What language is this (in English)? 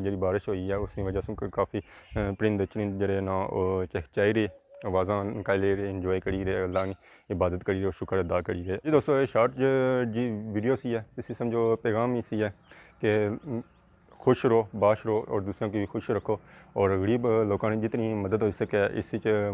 Pahari-Potwari